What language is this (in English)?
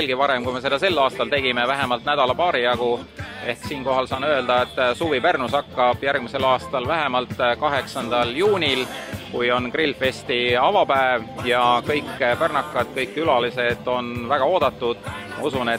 Estonian